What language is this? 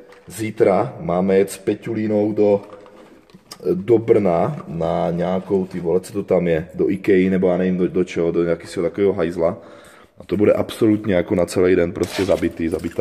Czech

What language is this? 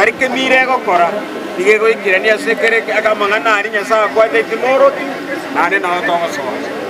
Gusii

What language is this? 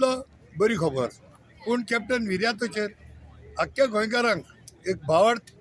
Konkani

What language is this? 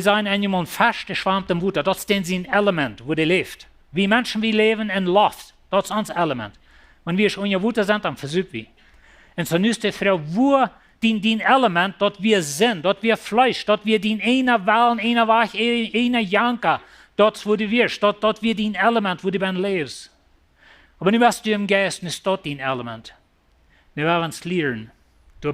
Plautdietsch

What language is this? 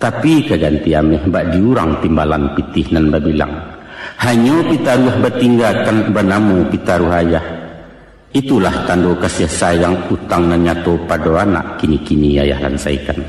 Minangkabau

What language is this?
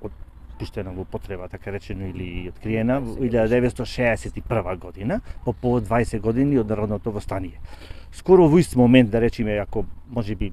Macedonian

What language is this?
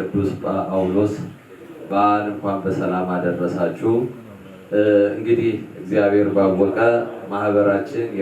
Amharic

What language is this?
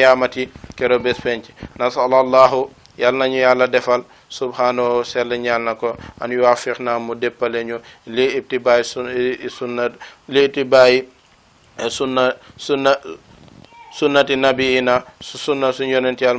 Wolof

